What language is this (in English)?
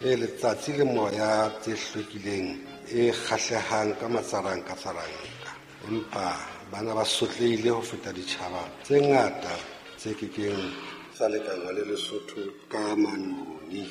Southern Sotho